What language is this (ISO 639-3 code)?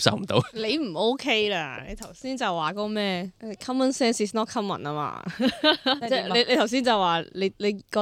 yue